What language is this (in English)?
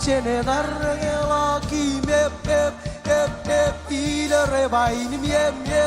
Marshallese